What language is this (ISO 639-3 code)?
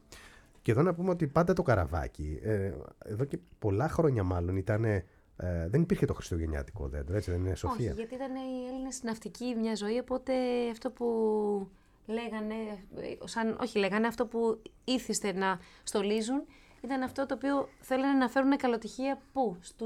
ell